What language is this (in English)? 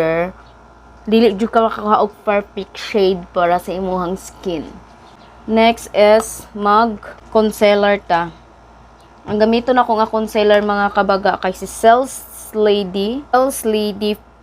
Cebuano